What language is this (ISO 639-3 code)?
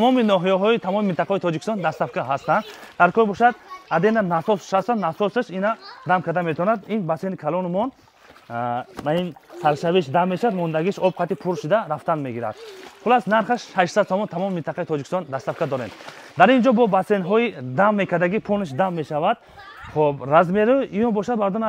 tgk